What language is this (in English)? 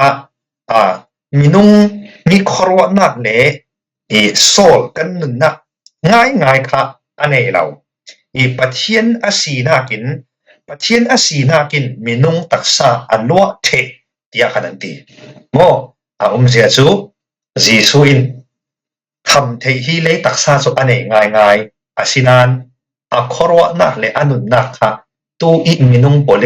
Falam Chin